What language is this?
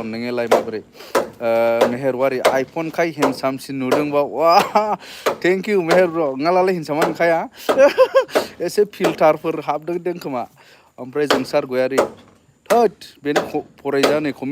Bodo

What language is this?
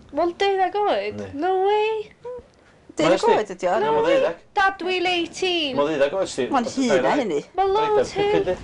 Welsh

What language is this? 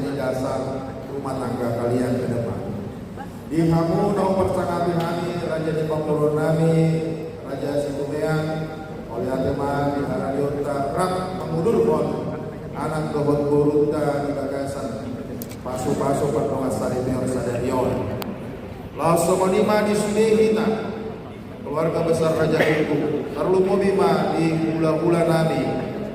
Batak Toba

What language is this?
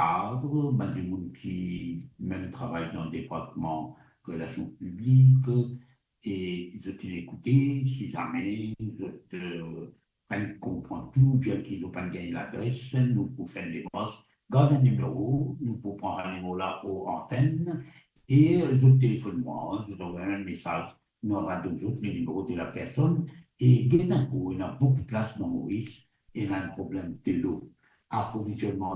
Morisyen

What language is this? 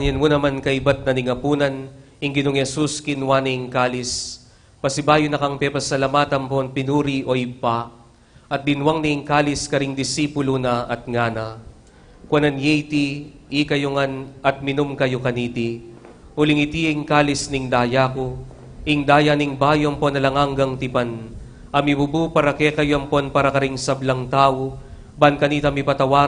Pampanga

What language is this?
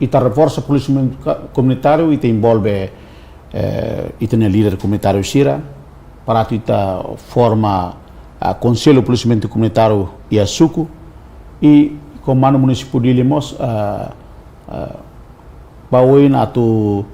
Tetum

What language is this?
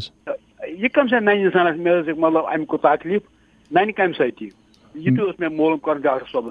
Kashmiri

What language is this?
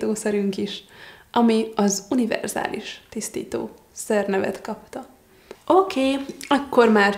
Hungarian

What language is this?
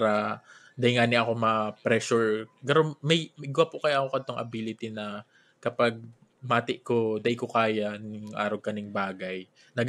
Bikol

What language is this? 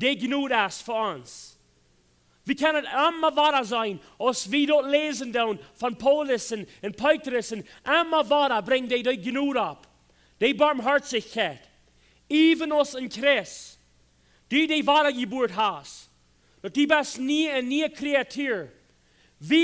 Plautdietsch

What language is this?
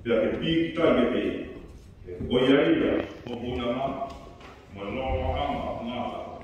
Tongan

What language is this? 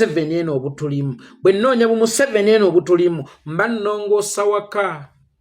Ganda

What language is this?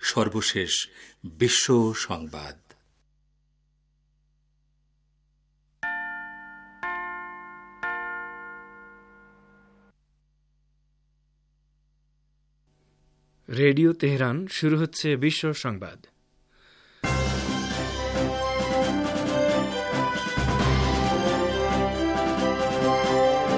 Bangla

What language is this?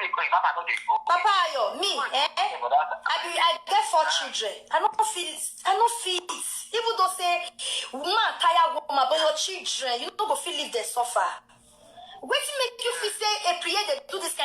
Nigerian Pidgin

